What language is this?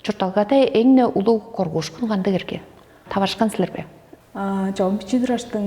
Tuvinian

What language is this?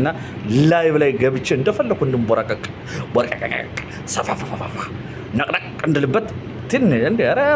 Amharic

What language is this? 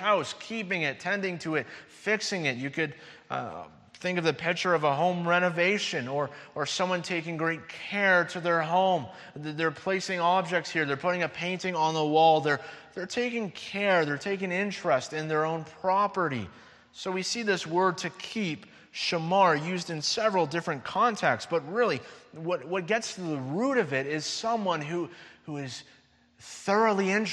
English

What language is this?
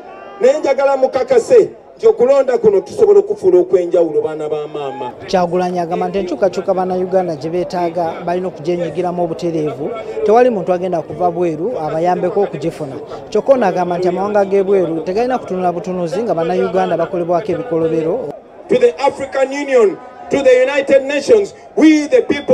Ganda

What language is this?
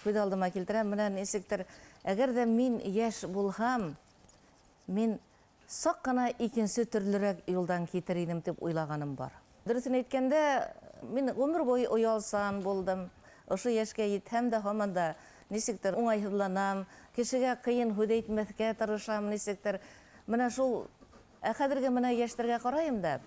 Bashkir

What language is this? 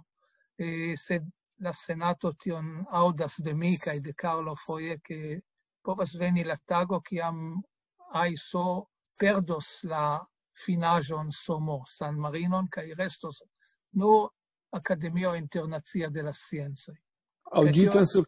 Esperanto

